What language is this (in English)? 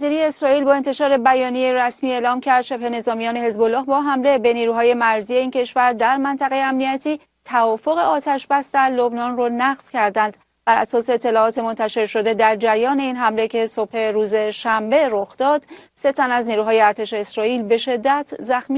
Persian